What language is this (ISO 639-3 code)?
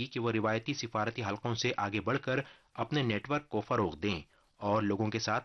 urd